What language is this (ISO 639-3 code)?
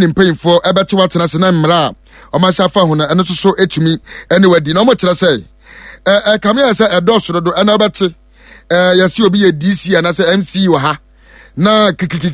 aka